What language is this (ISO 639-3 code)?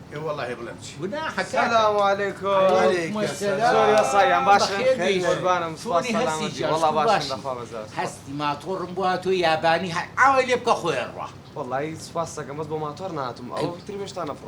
ckb